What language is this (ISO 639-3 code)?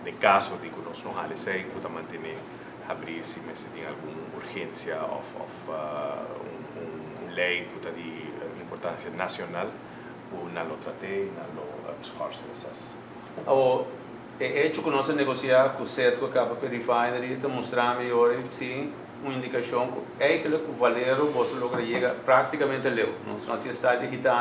pap